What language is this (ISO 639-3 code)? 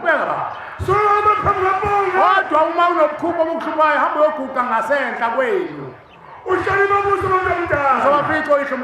zul